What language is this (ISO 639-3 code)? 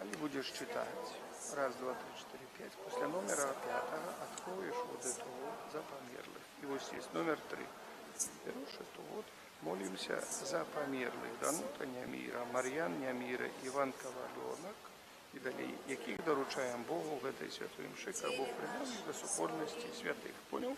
bel